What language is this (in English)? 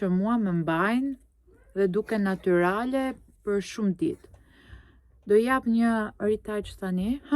Albanian